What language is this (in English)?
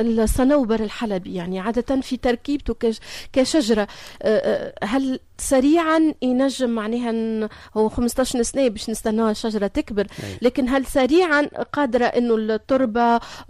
Tunisian Arabic